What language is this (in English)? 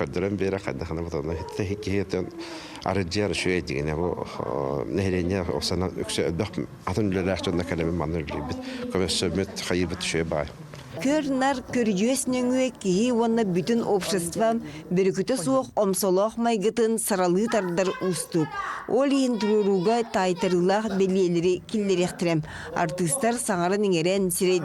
Yakut